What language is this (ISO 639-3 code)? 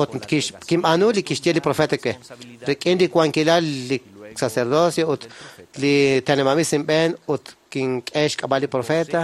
kek